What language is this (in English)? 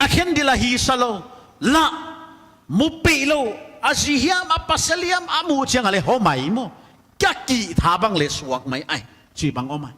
Paite Chin